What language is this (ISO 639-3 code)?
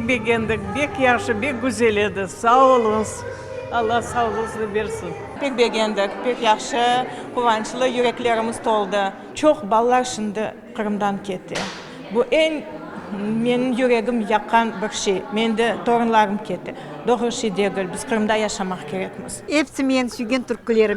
crh